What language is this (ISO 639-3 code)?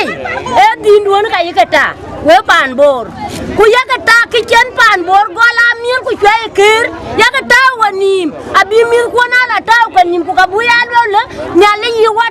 din